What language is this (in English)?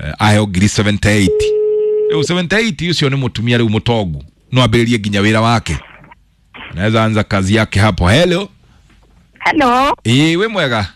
Kikuyu